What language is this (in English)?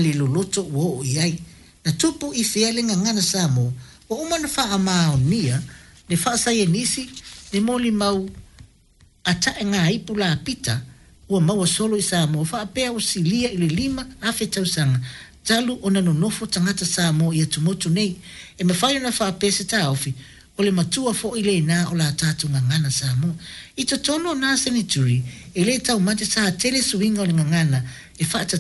Samoan